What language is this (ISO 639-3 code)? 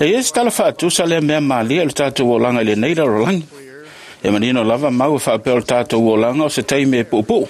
smo